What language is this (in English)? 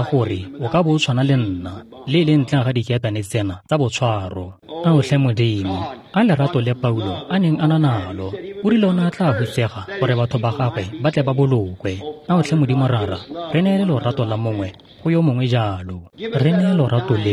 Tswana